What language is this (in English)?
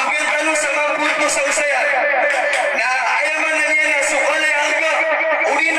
Maranao